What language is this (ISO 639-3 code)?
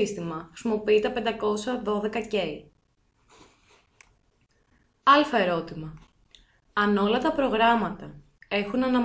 ell